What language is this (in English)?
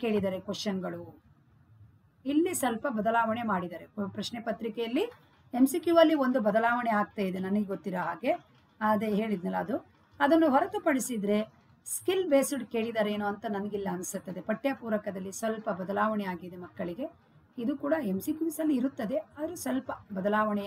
Kannada